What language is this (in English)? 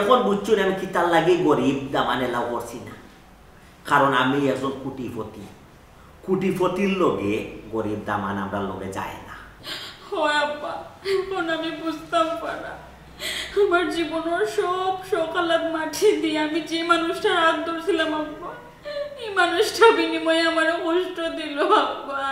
Sylheti